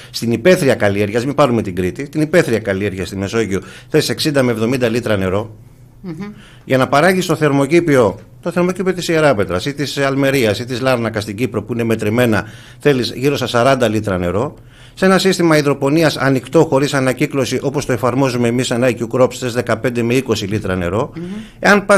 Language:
Greek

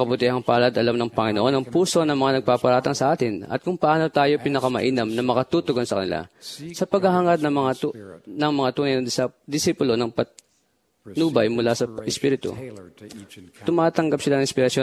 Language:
Filipino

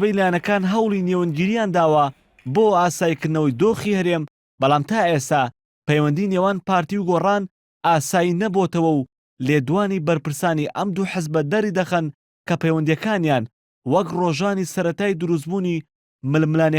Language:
Central Kurdish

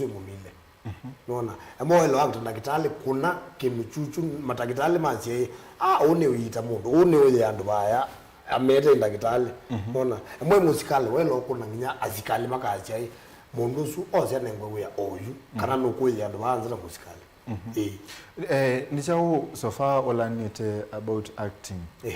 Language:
Kamba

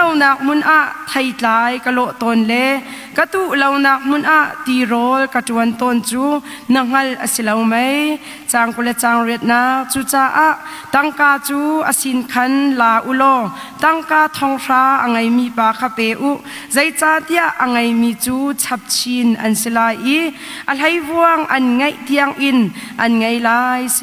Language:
Hakha Chin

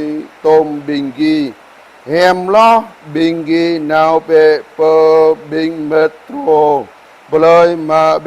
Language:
Jarai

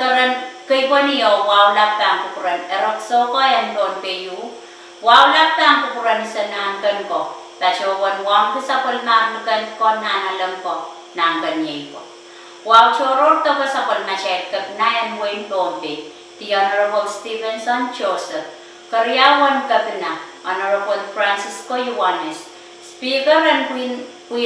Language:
Pohnpeian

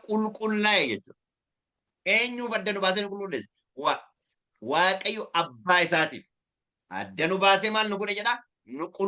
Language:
Oromo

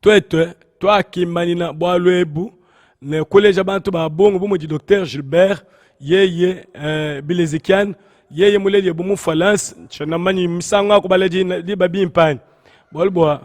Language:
Luba-Lulua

